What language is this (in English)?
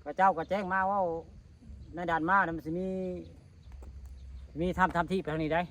Northeastern Thai